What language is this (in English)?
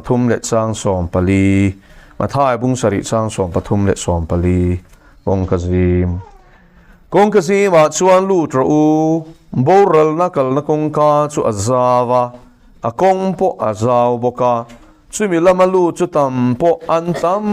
Mizo